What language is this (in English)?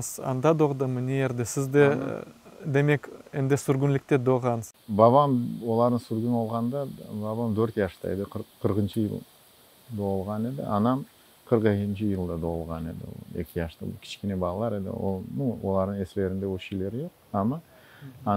Crimean Tatar